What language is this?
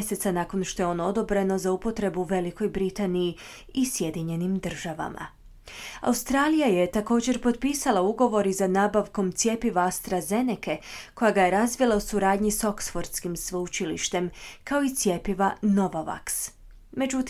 Croatian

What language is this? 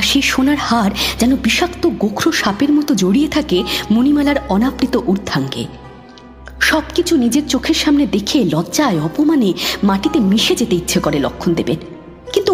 Bangla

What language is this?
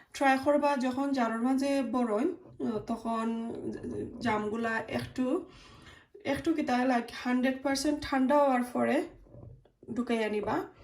Sylheti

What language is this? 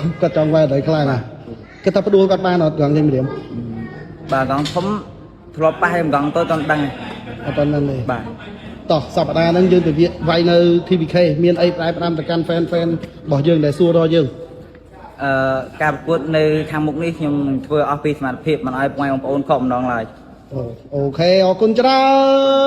Khmer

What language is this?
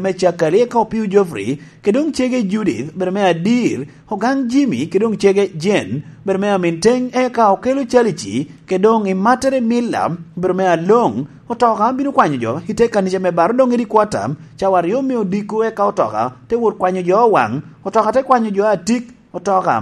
Lango (Uganda)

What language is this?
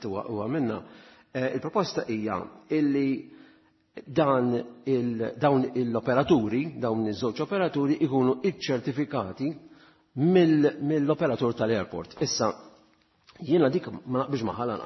Maltese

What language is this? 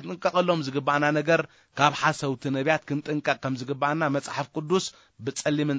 Tigrinya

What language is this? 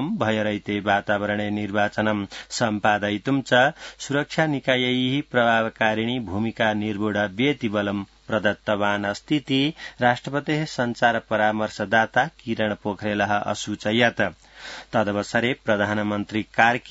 Sanskrit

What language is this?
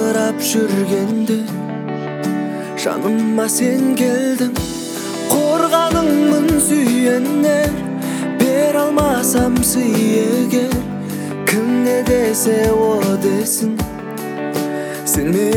Kazakh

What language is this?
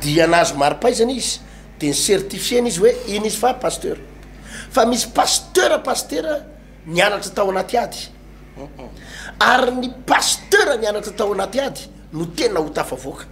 Malagasy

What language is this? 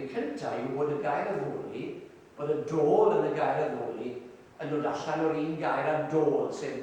Welsh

